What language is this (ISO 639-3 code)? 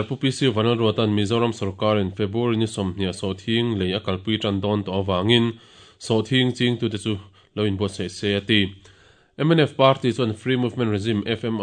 lus